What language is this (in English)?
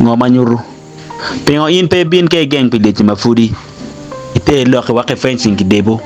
Acoli